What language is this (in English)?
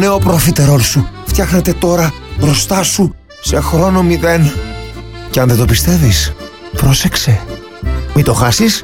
Greek